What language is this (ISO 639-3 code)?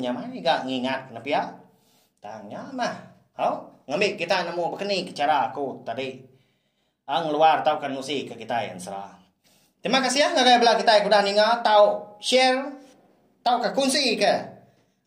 iba